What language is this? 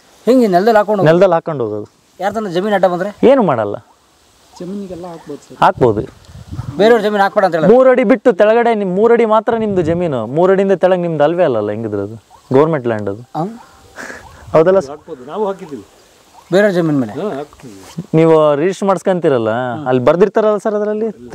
Kannada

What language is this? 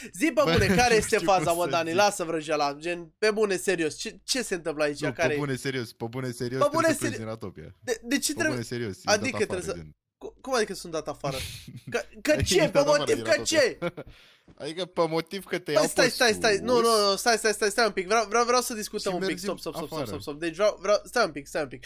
Romanian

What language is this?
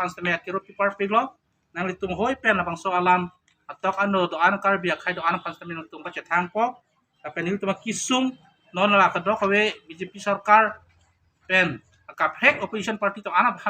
Karbi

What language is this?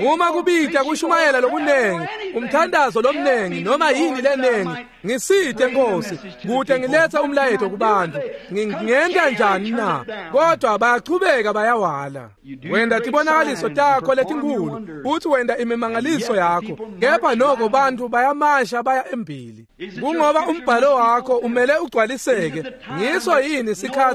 Swati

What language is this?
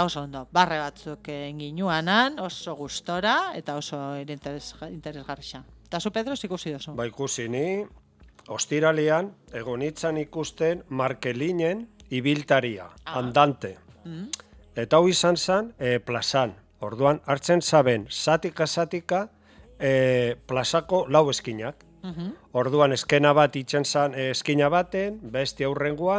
Basque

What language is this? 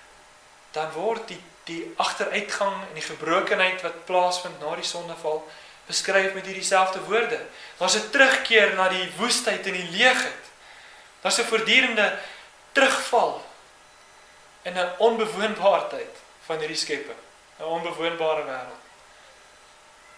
Afrikaans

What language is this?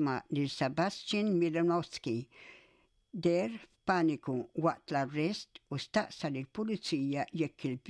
Maltese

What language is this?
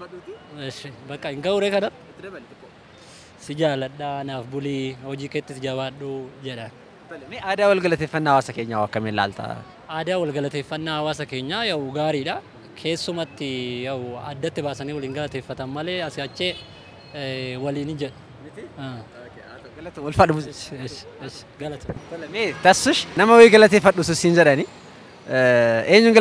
Oromo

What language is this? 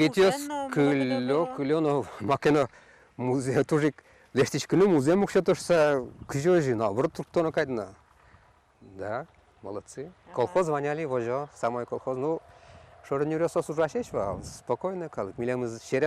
Udmurt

